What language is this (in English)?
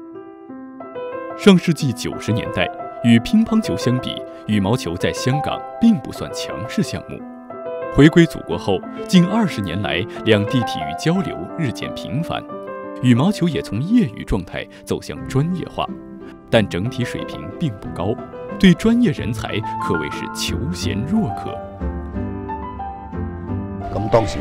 Chinese